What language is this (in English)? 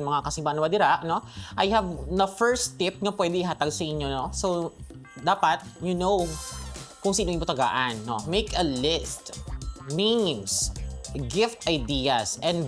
Hiligaynon